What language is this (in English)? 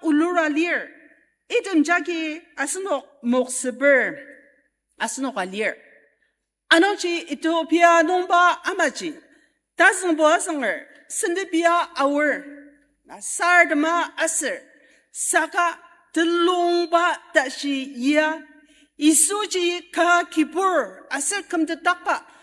Ao Naga